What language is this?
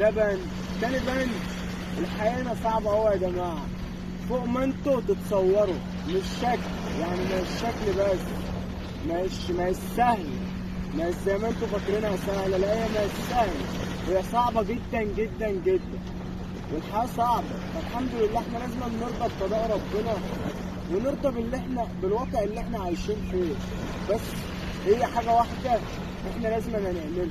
Egyptian Arabic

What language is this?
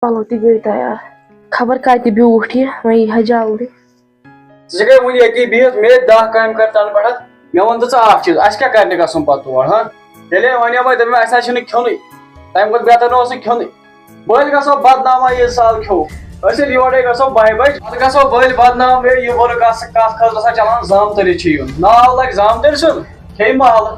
Kashmiri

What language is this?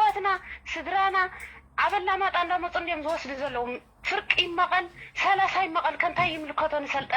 Tigrinya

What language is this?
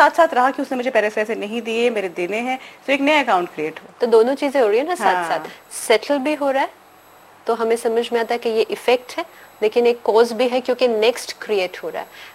Hindi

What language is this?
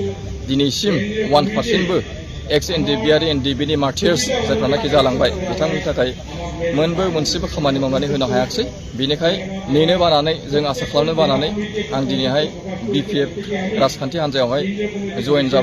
Bodo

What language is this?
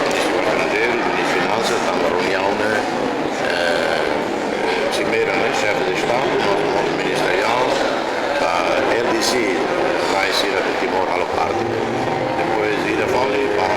Tetum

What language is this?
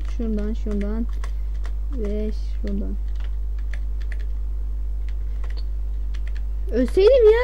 Turkish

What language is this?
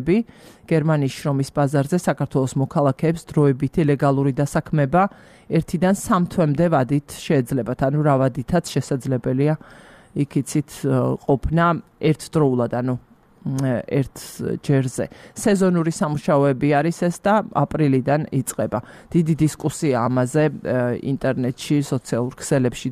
Georgian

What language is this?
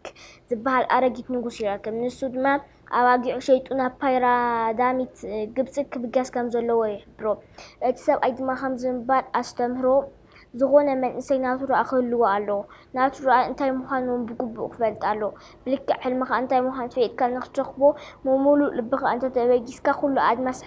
Tigrinya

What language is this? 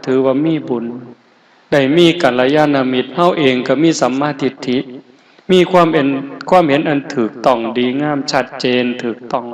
Northeastern Thai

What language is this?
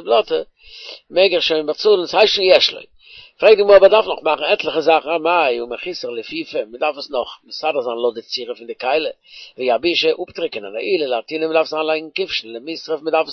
Yiddish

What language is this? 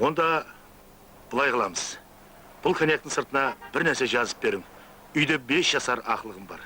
Kara-Kalpak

